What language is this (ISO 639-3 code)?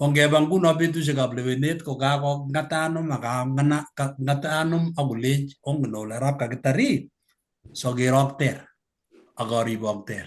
kln